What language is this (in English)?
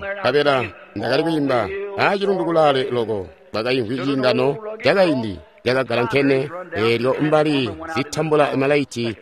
Tonga (Zambia)